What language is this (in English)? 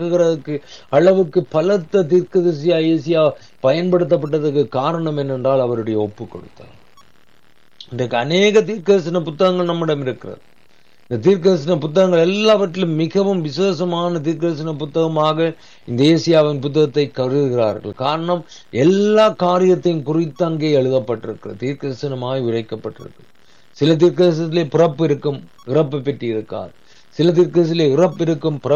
Tamil